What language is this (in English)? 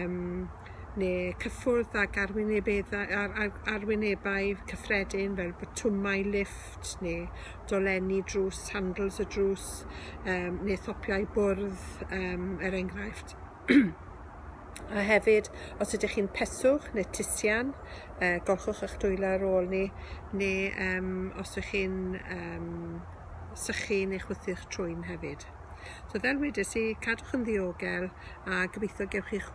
Welsh